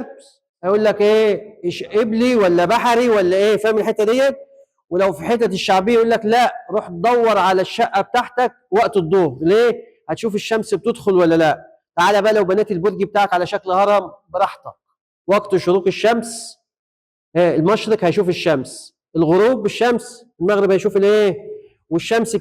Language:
Egyptian Arabic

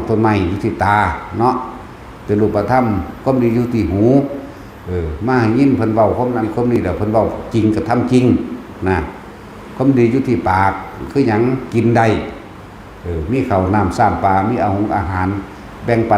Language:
Lao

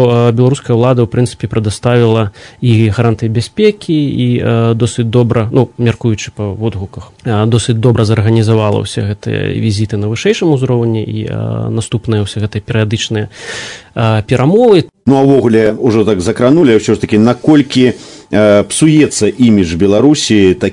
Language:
Belarusian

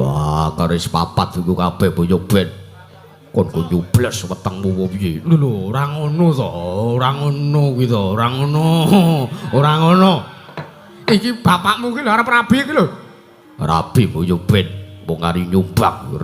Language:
Javanese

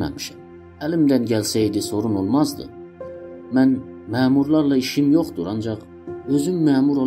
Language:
South Azerbaijani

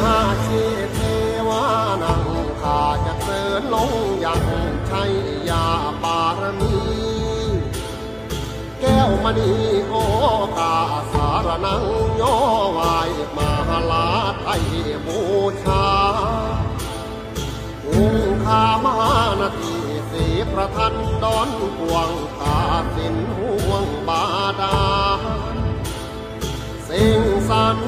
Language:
Thai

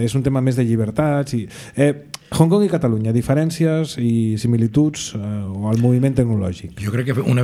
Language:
Catalan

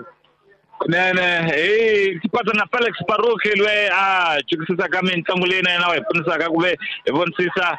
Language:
Tsonga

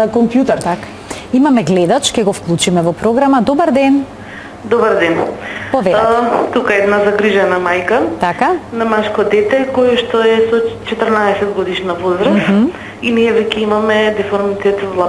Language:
Macedonian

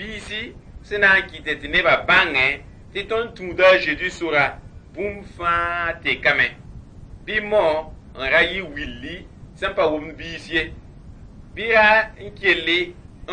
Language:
Mossi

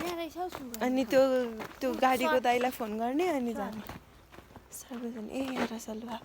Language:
Nepali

